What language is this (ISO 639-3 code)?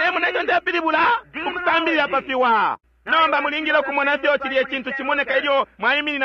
bem